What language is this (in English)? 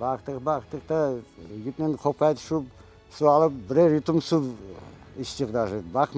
Crimean Tatar